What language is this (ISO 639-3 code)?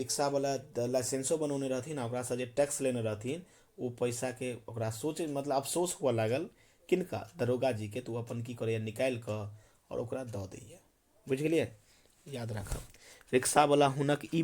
mai